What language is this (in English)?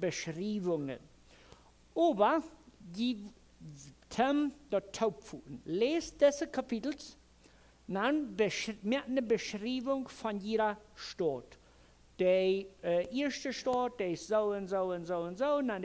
Plautdietsch